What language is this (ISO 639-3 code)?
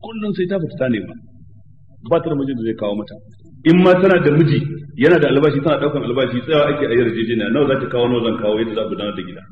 hau